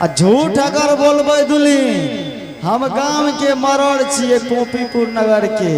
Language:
Angika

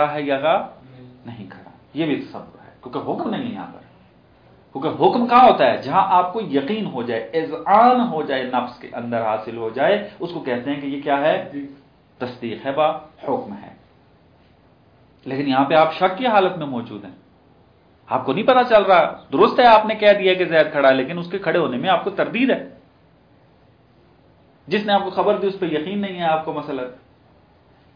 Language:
Urdu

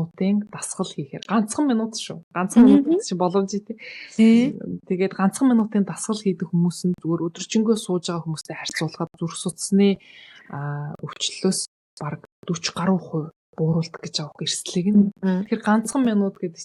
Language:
Mongolian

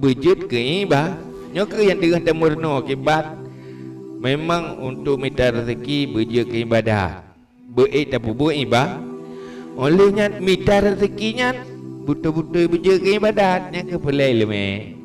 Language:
Achinese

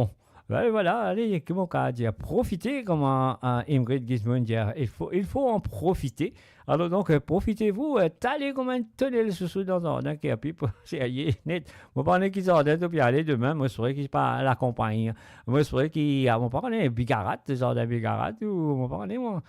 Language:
Morisyen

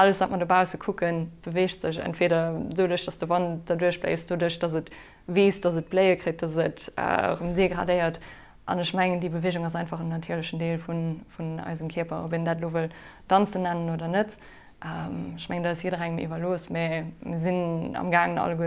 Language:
Luxembourgish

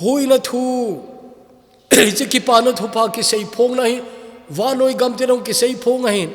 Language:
Thado Chin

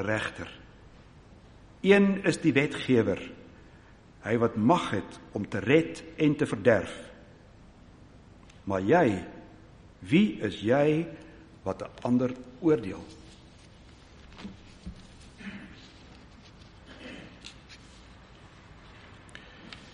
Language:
Afrikaans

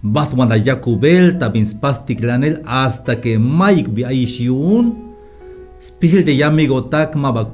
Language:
Tzeltal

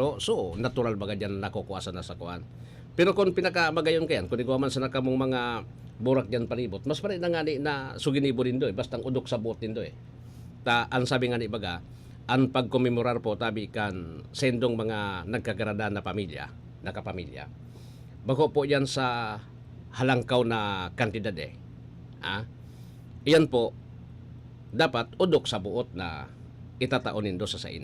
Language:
Bikol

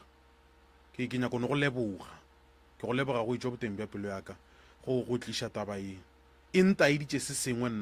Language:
Northern Sotho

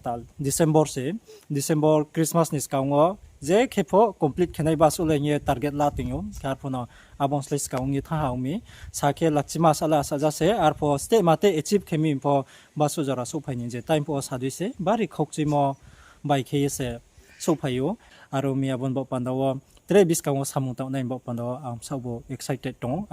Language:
Riang (India)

